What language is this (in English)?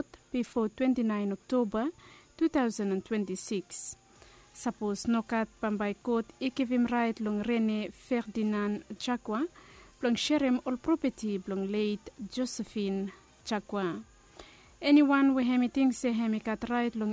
Bislama